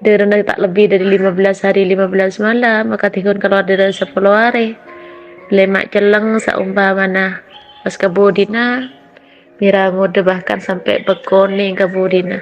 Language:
Madurese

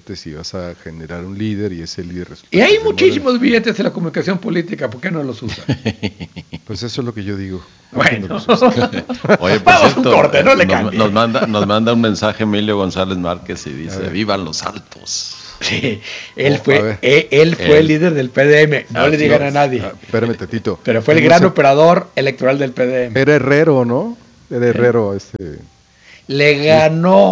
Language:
Spanish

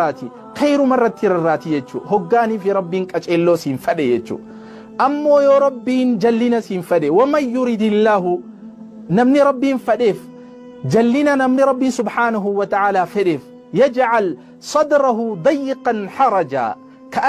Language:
Oromo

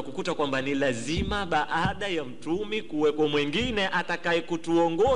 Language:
Swahili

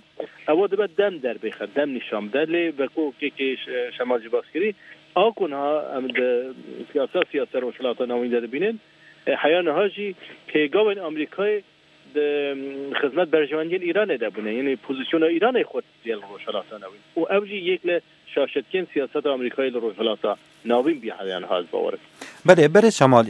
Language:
Kurdish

